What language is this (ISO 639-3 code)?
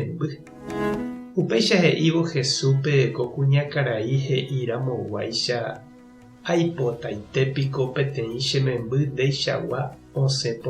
grn